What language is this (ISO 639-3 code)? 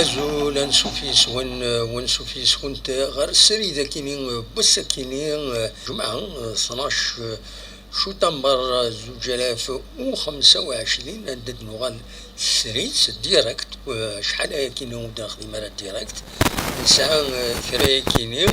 kab